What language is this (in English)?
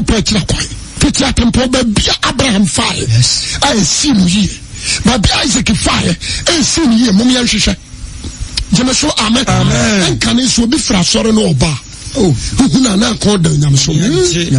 Akan